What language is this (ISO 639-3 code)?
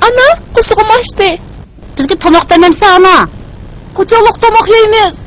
uig